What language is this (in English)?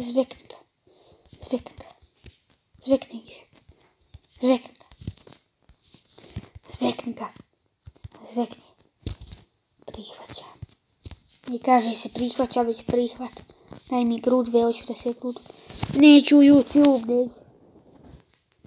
Croatian